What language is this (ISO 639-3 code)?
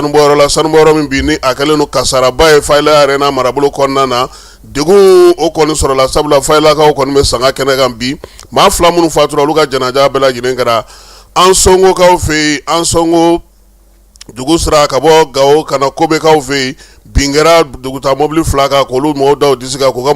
bam